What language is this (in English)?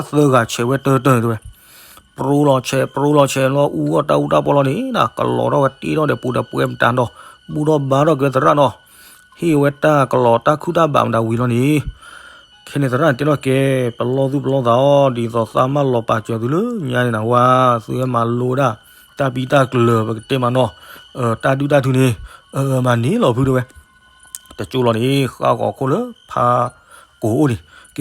S'gaw Karen